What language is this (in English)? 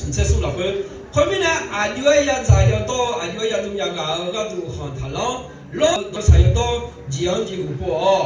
Akha